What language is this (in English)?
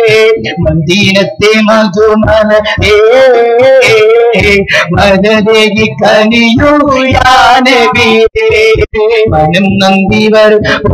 Malayalam